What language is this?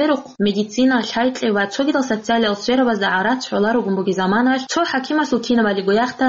Avaric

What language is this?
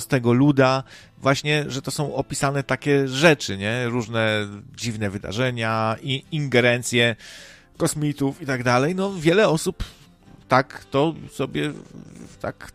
Polish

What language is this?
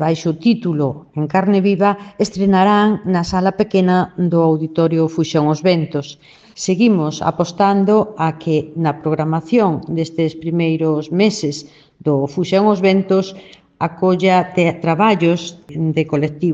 Galician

